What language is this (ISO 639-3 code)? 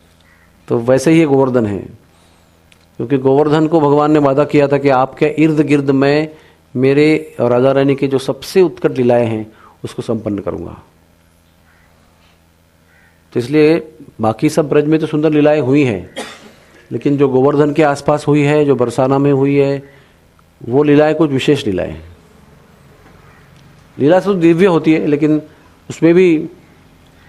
hin